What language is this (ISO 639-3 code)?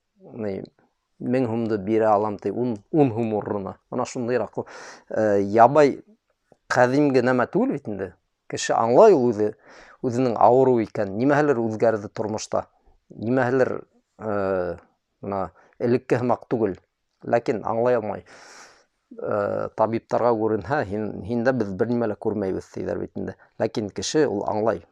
bak